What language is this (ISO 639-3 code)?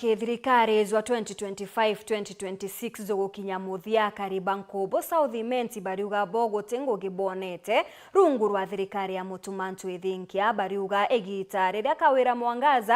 mer